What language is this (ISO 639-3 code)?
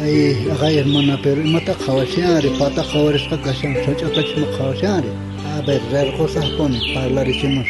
quh